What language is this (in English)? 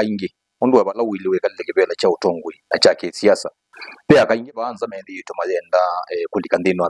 Kamba